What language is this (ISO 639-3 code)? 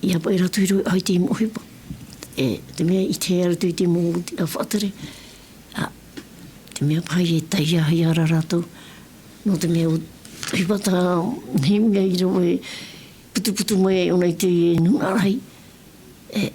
tah